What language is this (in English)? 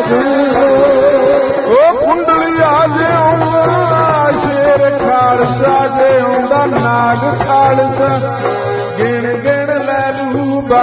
Punjabi